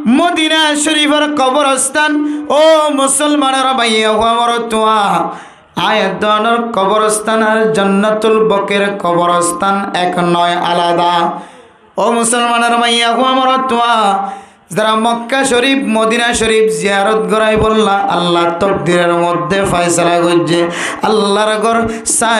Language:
Rohingya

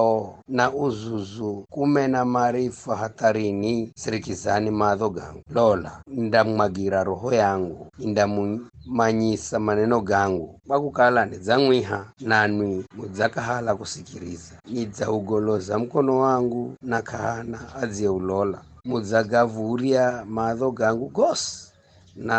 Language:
Giryama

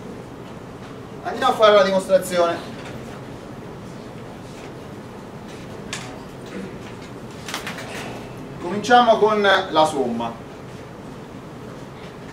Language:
Italian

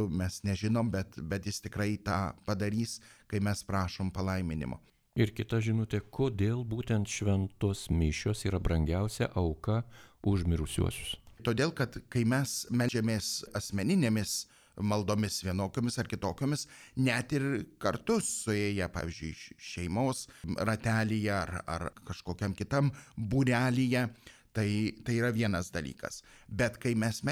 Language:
Lithuanian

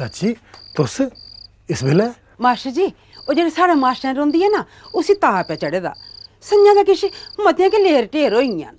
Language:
Dogri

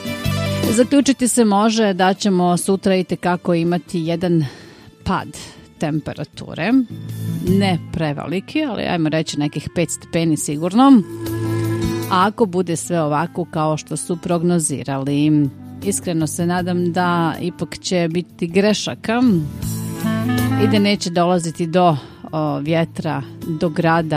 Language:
Bosnian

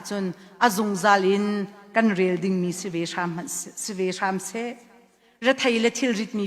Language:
Hakha Chin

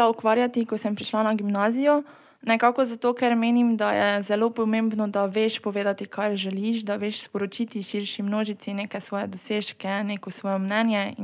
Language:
Slovenian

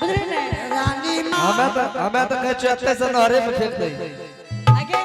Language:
Angika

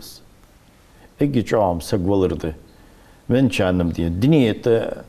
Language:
Ingush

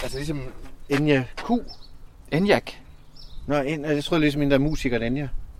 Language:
Danish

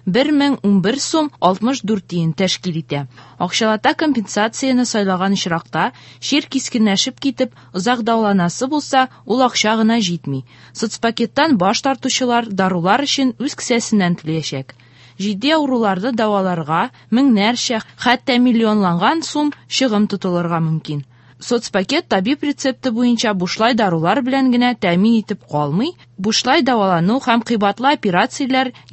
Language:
Tatar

